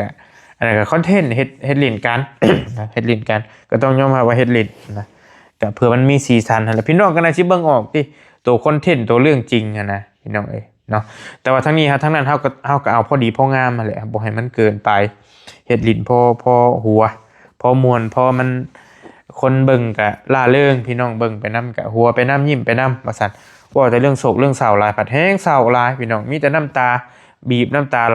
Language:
Northeastern Thai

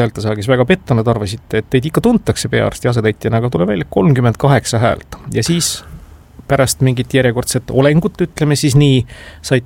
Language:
Estonian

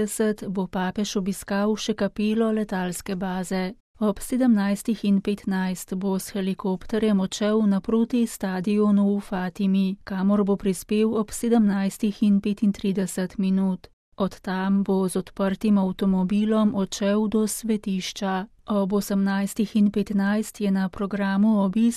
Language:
Slovenian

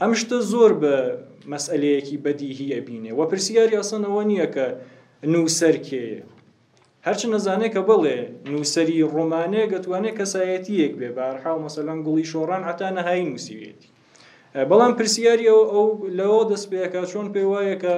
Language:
Central Kurdish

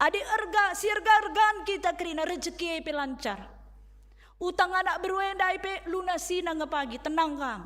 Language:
Batak Karo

